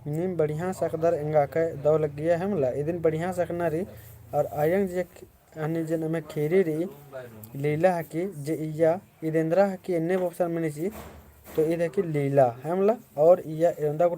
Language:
Kurukh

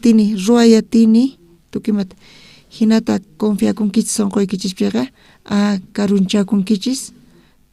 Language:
South Bolivian Quechua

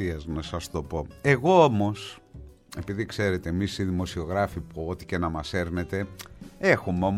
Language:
Greek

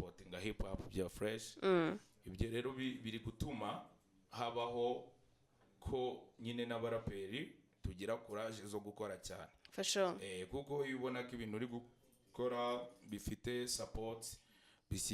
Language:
Kinyarwanda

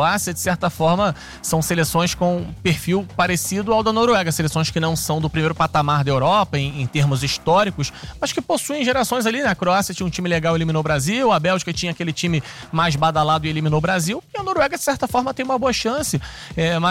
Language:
Portuguese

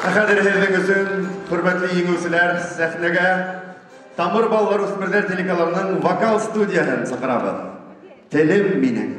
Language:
Bashkir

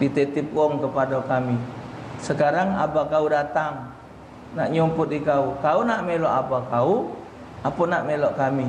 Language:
Musi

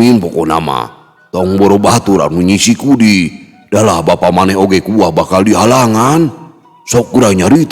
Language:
Sundanese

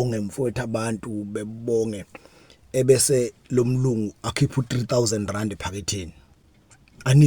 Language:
Zulu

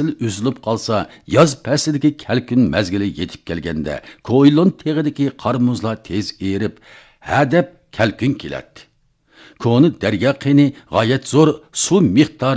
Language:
Uyghur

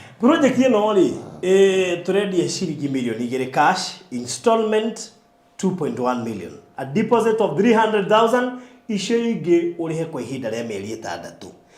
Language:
Kikuyu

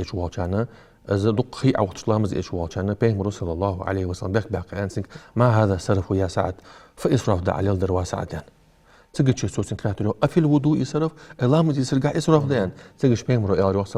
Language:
Ingush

